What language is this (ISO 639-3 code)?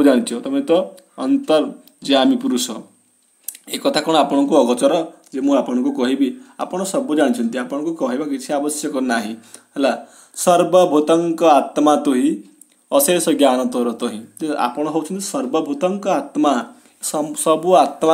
ori